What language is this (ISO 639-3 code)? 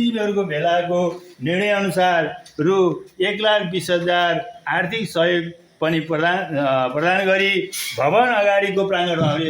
nep